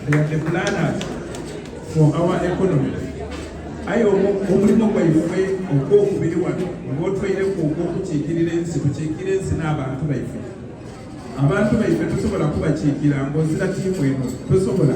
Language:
Soga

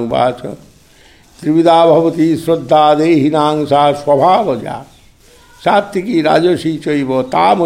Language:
Sanskrit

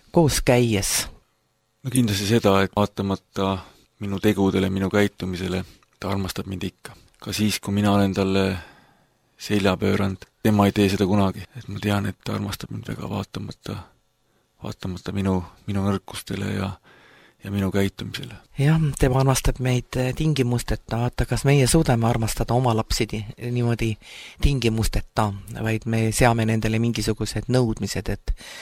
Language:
Estonian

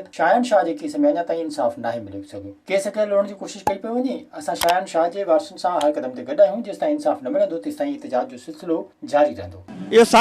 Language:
Sindhi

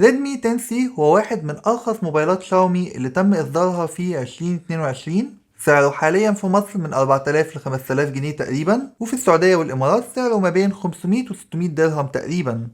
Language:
Egyptian Arabic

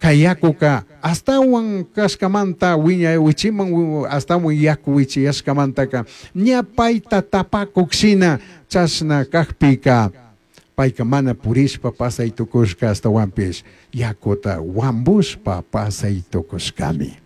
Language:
Chimborazo Highland Quichua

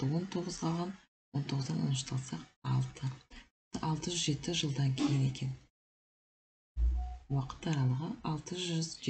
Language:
Kazakh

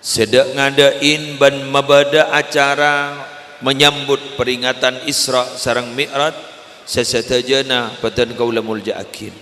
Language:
Madurese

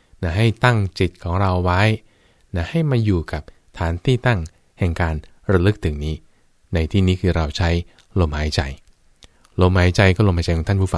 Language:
Thai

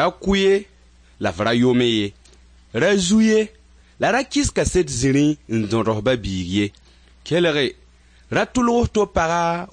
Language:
Mossi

